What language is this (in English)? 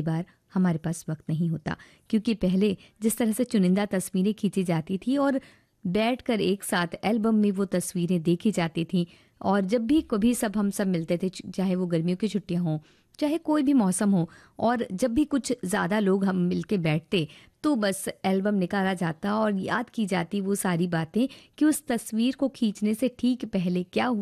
Hindi